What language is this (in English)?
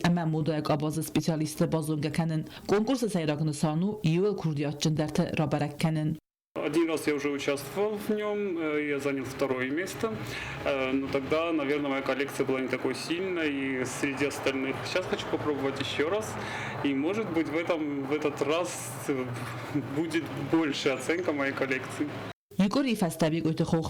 Ossetic